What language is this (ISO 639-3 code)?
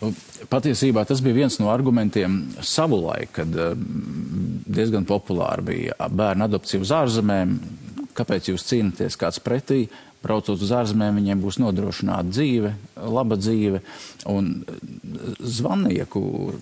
lav